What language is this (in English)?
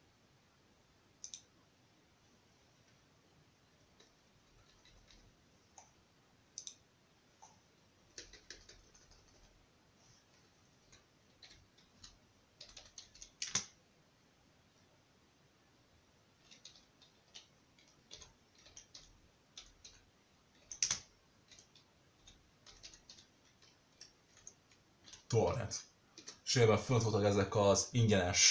Hungarian